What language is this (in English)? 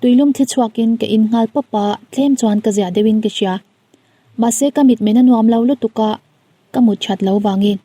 Mizo